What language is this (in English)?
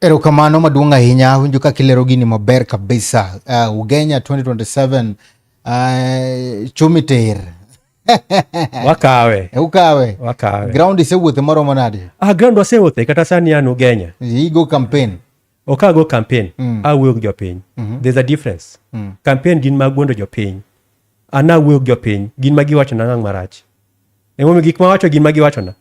Luo (Kenya and Tanzania)